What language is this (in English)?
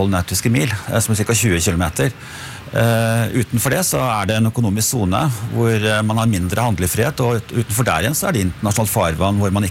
Norwegian